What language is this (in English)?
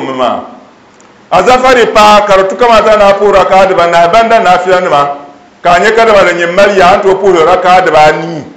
Dagbani